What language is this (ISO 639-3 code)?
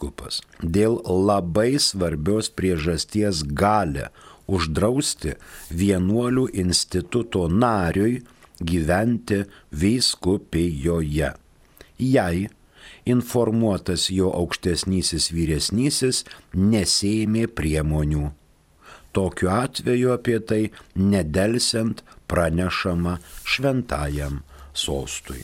lit